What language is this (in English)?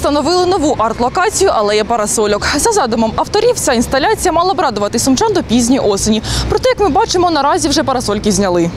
Ukrainian